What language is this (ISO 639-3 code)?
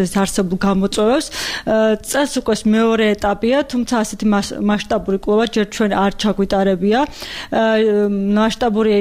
kat